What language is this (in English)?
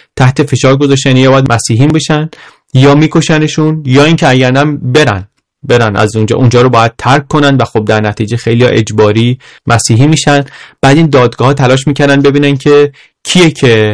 Persian